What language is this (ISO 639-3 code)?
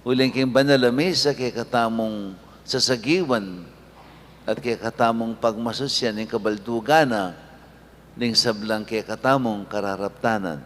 pam